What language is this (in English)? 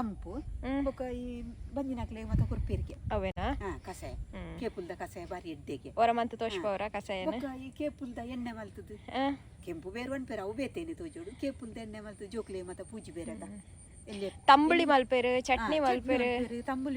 Tulu